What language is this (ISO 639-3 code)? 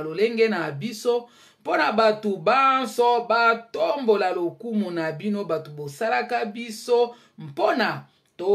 lin